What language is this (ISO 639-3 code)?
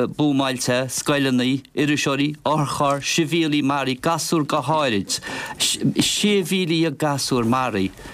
gle